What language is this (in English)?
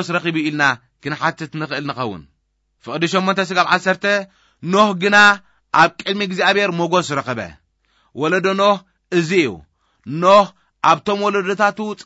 Tigrinya